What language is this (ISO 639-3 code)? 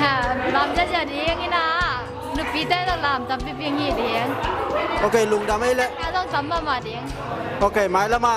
ctd